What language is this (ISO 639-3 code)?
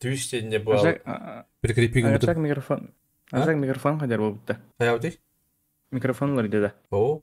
sah